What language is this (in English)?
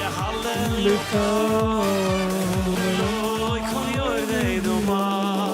Yiddish